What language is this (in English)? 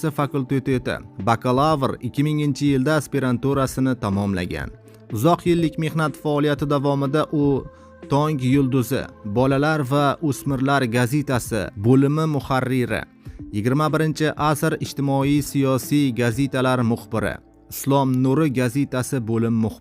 Uzbek